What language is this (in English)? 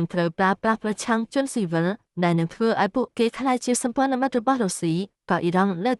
Khmer